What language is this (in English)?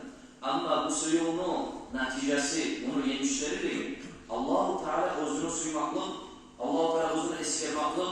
Kumyk